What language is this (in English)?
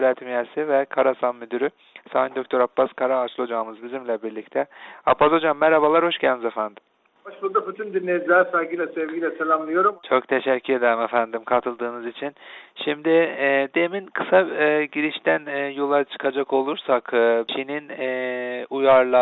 Turkish